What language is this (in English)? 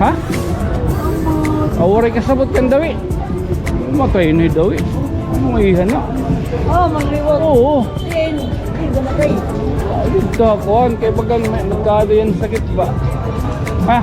Waray